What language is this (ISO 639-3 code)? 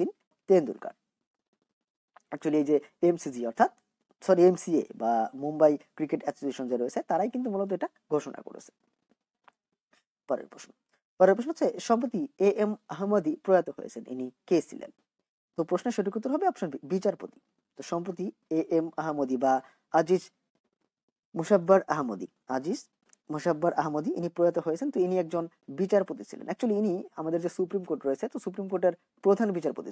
ben